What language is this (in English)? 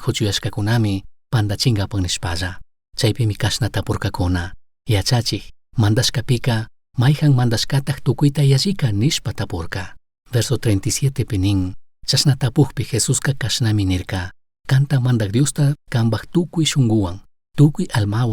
Chimborazo Highland Quichua